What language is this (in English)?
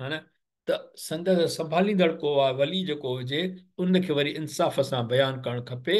Sindhi